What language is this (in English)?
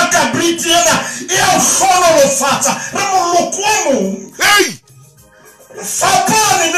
Southern Sotho